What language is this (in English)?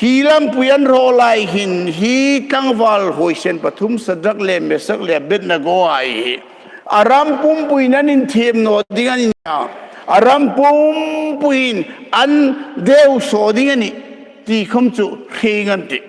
Hmar